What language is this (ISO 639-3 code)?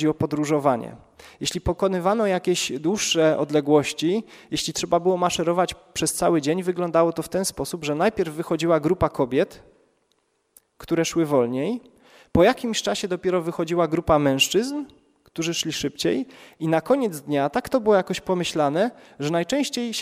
pol